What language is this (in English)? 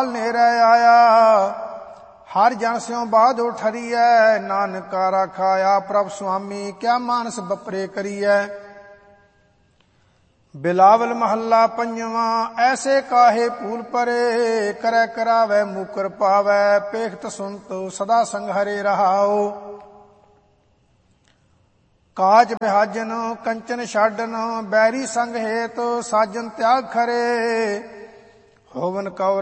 Punjabi